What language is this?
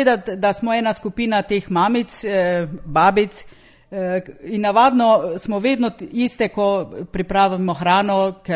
Slovenian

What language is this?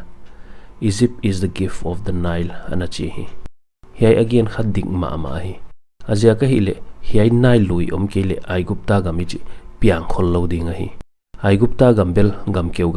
Paite Chin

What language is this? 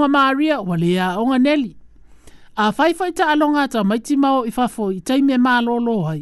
Samoan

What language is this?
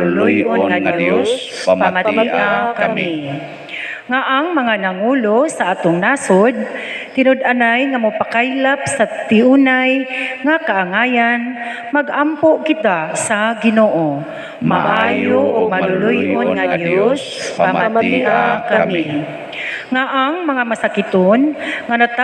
Cebuano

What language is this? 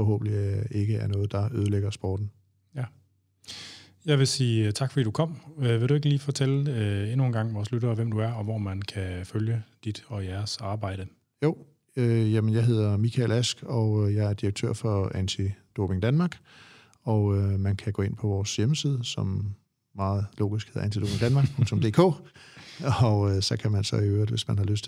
Danish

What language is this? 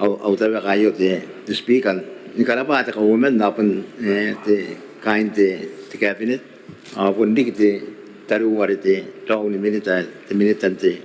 Gilbertese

